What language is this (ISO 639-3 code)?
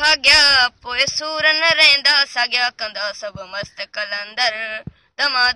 snd